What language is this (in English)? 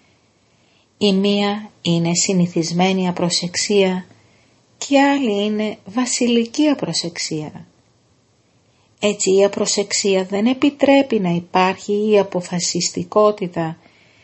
Greek